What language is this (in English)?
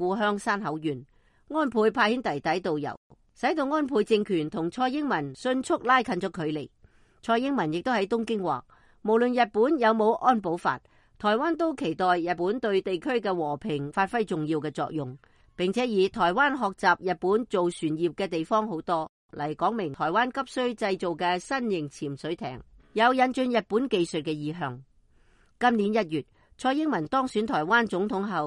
Cantonese